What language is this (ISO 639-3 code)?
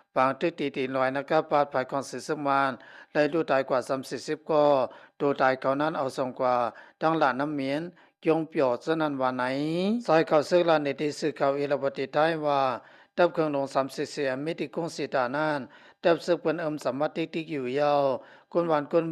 shn